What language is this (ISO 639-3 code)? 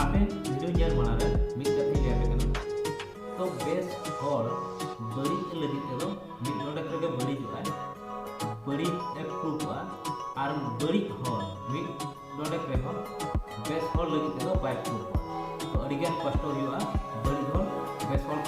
sat